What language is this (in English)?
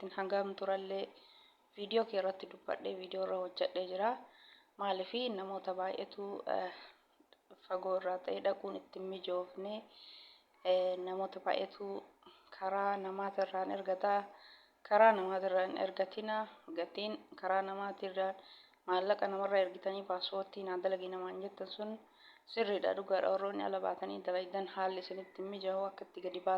Oromo